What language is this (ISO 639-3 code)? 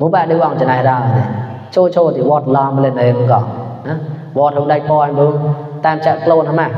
mnw